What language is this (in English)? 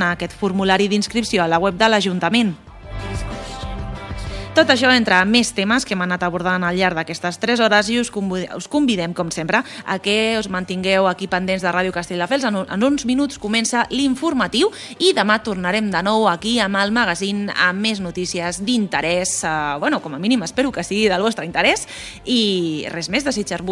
Catalan